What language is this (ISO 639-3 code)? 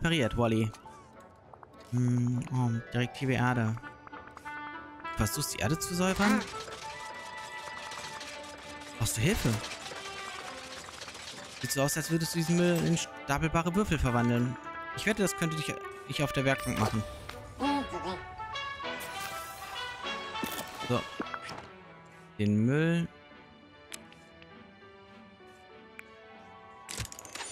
deu